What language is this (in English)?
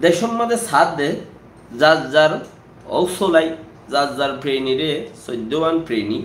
Rohingya